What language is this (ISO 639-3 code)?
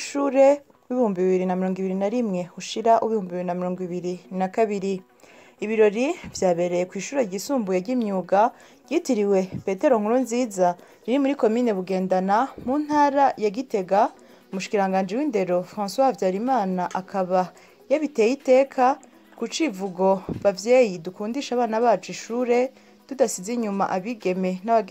run